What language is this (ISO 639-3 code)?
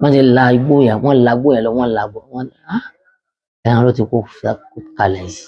yor